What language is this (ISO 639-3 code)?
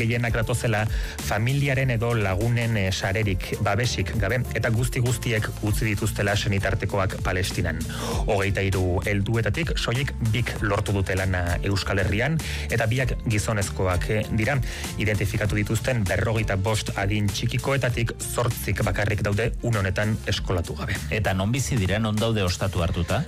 eus